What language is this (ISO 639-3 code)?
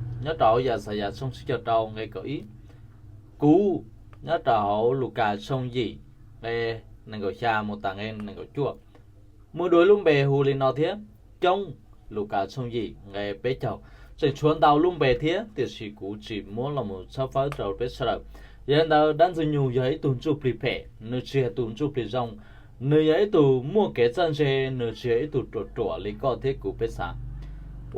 hmn